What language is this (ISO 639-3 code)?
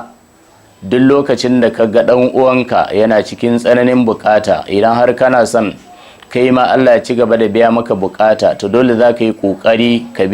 hau